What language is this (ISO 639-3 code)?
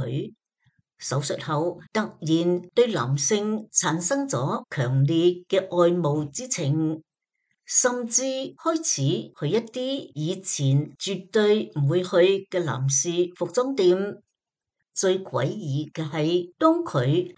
yue